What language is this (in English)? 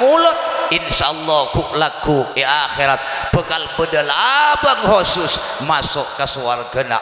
Madurese